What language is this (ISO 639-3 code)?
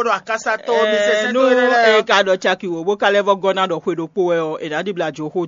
fon